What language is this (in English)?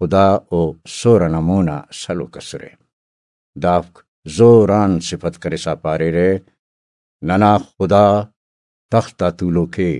Brahui